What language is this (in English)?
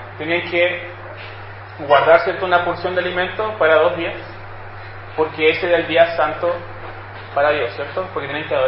Spanish